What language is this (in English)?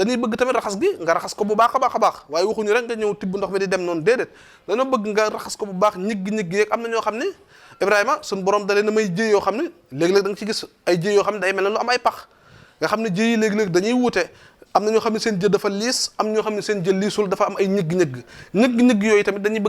Wolof